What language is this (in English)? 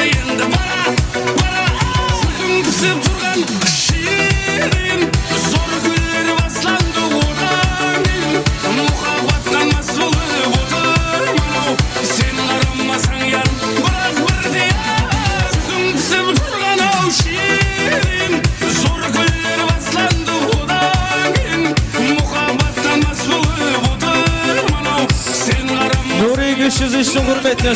Kara-Kalpak